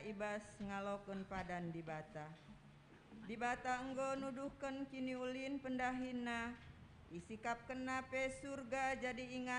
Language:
Batak Karo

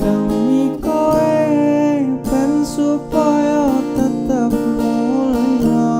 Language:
Javanese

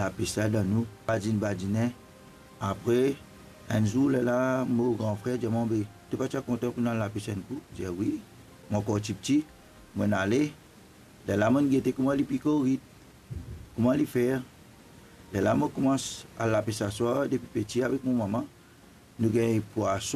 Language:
Morisyen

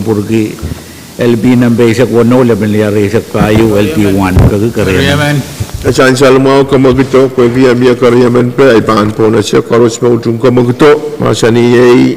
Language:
Pohnpeian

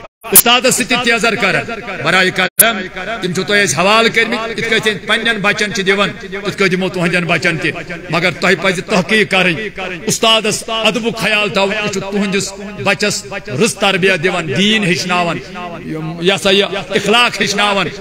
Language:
Kashmiri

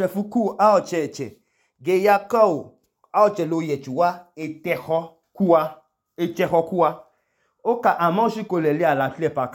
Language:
Idoma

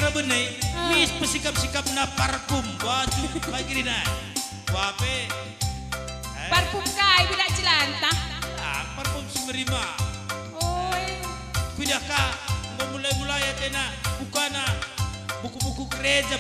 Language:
Batak Karo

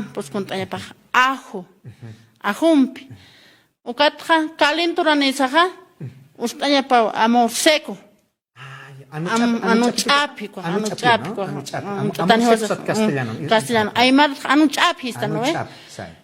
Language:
Aymara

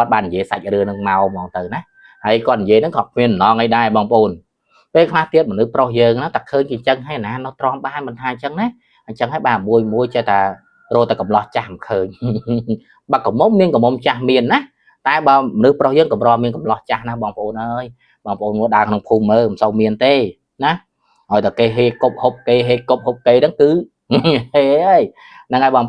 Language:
Khmer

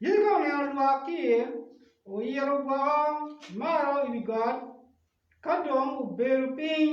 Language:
Acoli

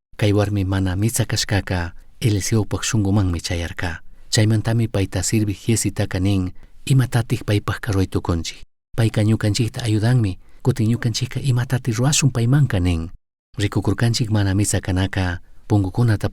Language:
Chimborazo Highland Quichua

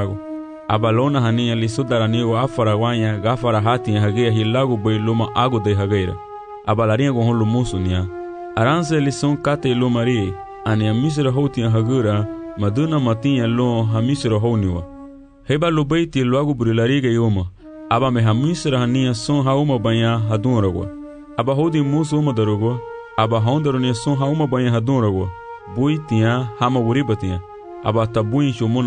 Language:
Garifuna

